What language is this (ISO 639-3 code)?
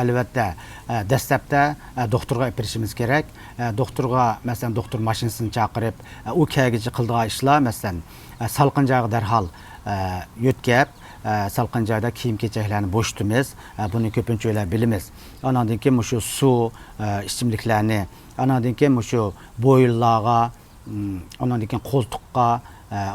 uig